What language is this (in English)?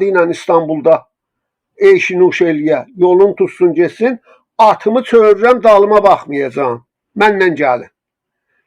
South Azerbaijani